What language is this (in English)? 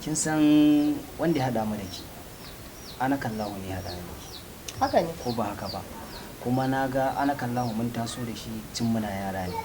Hausa